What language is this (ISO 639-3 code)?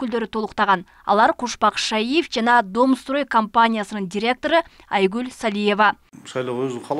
kir